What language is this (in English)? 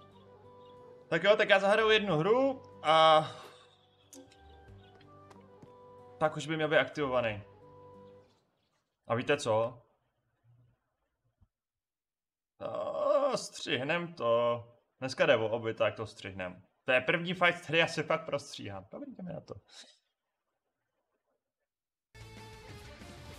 Czech